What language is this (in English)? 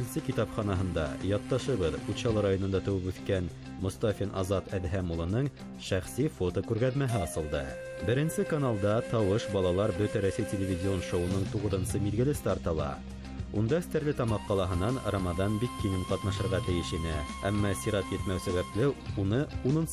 Bashkir